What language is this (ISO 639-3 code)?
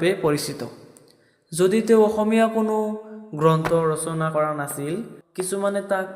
asm